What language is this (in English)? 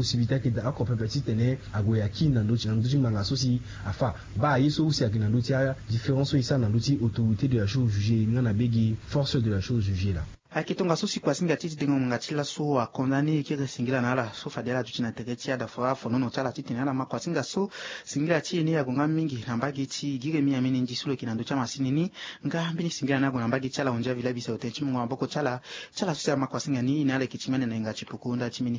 Sango